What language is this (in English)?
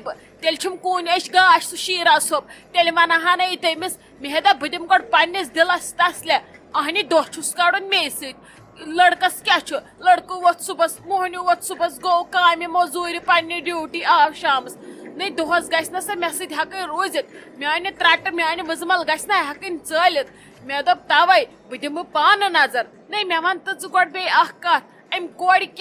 Kashmiri